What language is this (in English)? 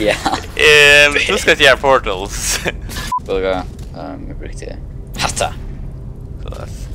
Faroese